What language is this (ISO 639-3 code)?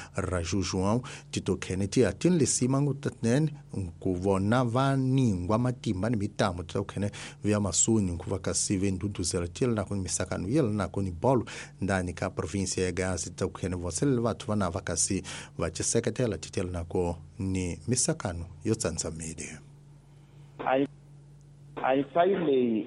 tso